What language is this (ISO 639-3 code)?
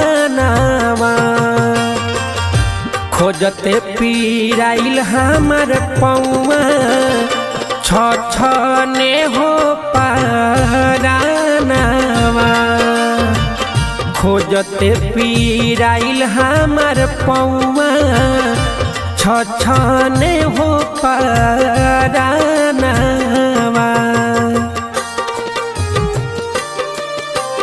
bho